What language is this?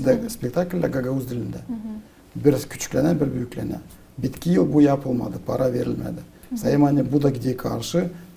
Gagauz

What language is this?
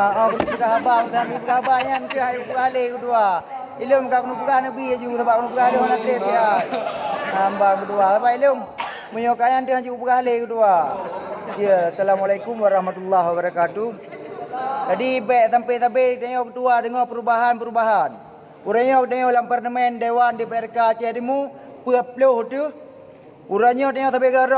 Achinese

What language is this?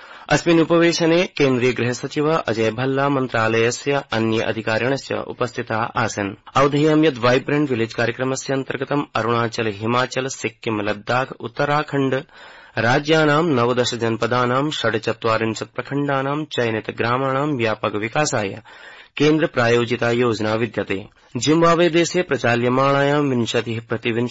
Sanskrit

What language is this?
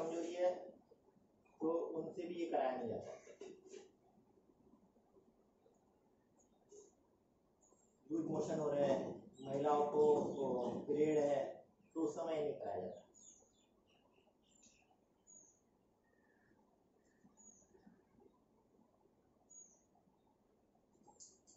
Hindi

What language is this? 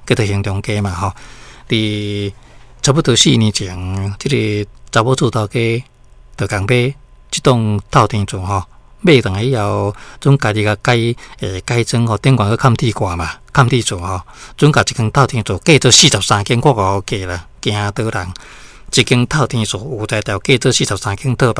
Min Nan Chinese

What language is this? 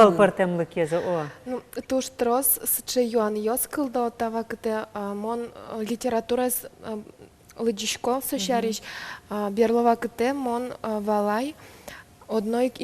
Udmurt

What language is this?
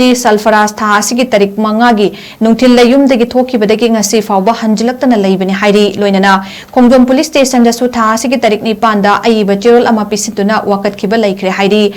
Manipuri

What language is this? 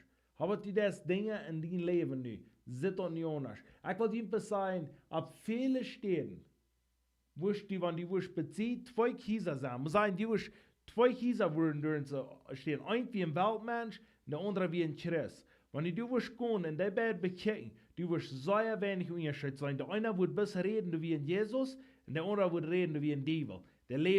Plautdietsch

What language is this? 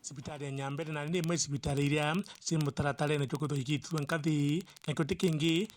Meru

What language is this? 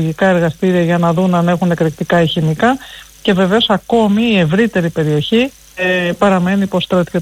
Greek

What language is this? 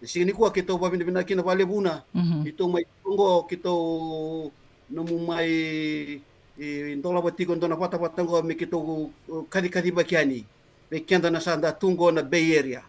Fijian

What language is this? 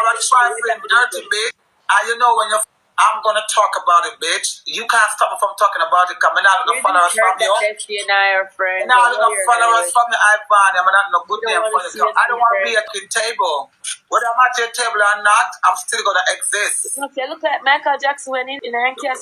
Jamaican Creole English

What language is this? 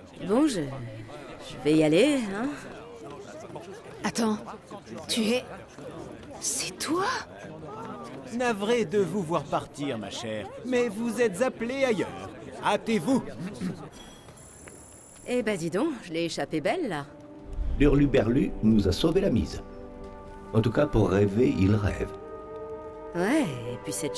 French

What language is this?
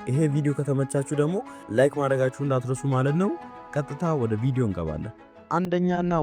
Amharic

